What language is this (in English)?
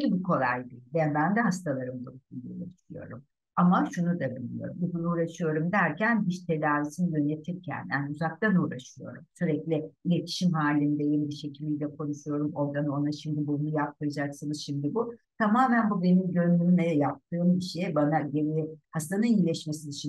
Turkish